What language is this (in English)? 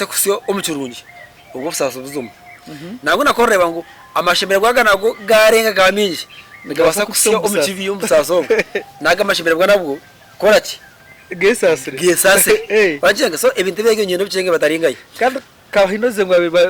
Nyankole